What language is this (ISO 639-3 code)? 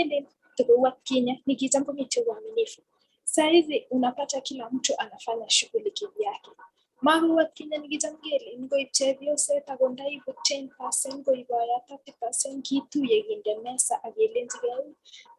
kln